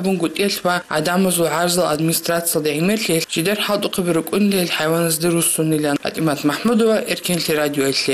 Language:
Avaric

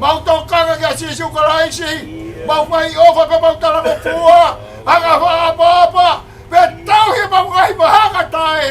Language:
Tongan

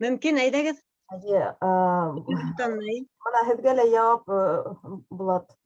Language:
Bashkir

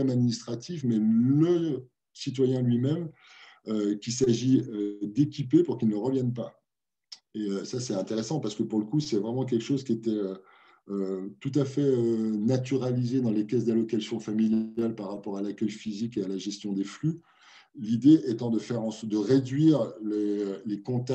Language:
French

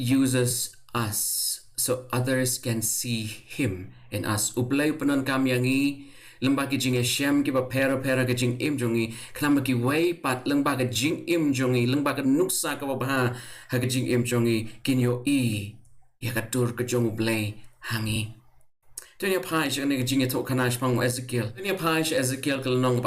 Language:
Khasi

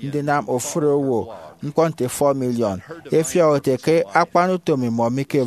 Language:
Efik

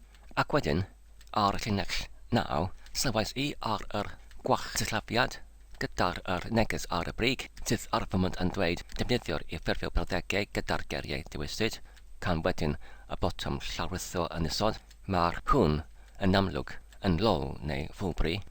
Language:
Welsh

